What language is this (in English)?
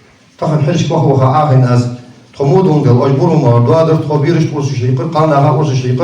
Ingush